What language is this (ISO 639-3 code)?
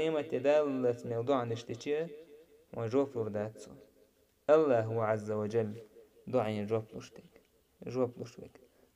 che